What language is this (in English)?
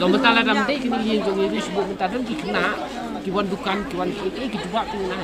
Khasi